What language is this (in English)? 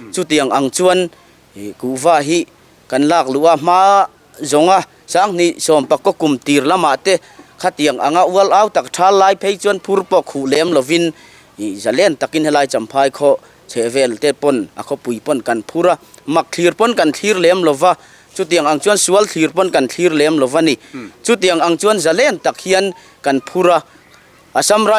Mizo